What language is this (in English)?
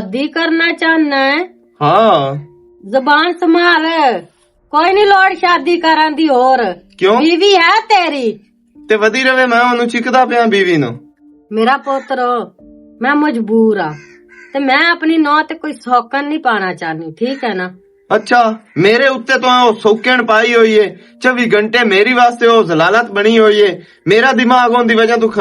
Western Panjabi